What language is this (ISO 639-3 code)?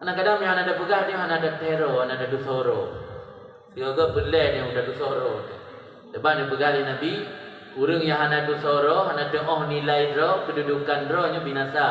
ace